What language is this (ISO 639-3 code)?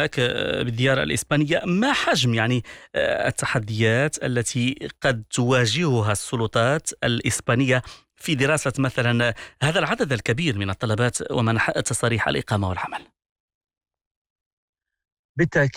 ara